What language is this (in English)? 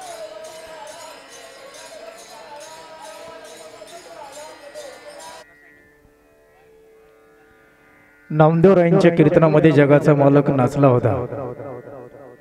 Marathi